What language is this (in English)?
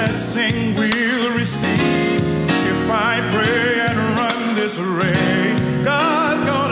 English